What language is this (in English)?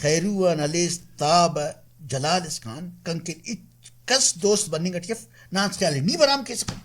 Brahui